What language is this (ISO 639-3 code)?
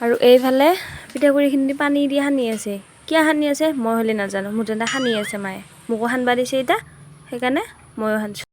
asm